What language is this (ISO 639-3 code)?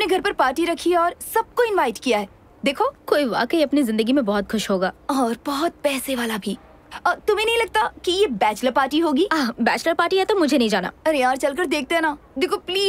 hin